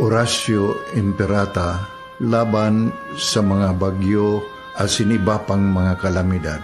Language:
Bikol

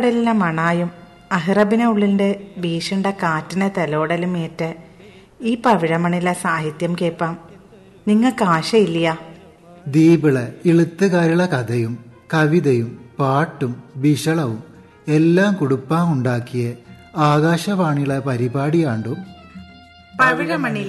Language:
Malayalam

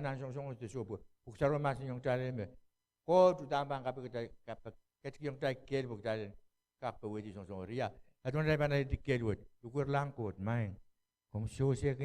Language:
Pohnpeian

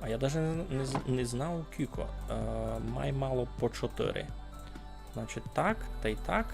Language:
Rusyn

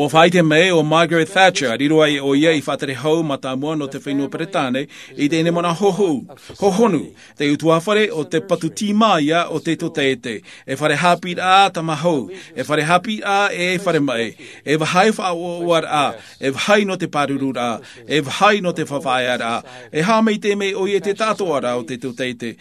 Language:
Tahitian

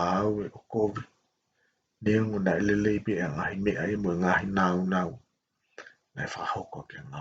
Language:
Tongan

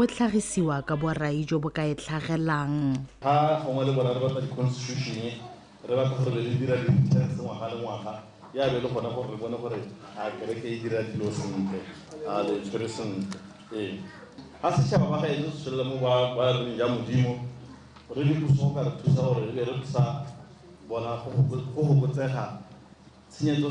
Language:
Tswana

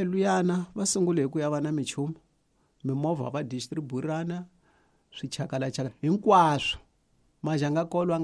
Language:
Tsonga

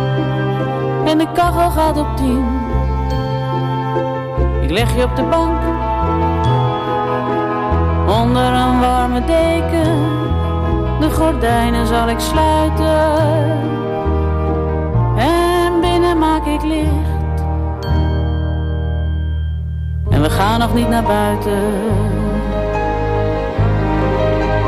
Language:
Dutch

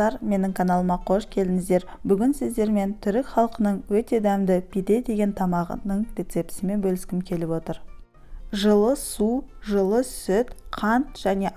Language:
Kazakh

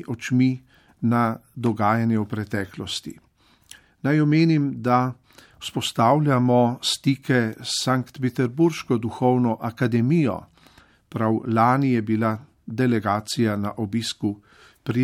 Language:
Slovenian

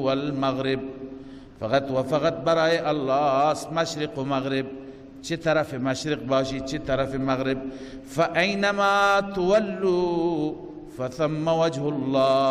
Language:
Persian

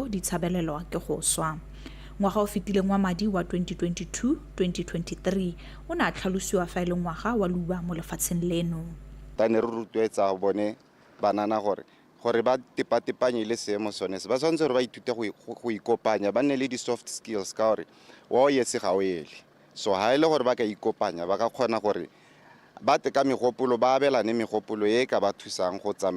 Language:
Tswana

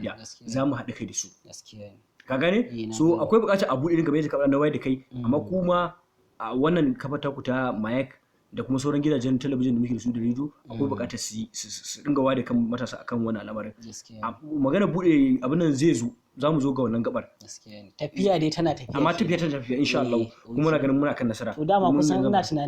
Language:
Hausa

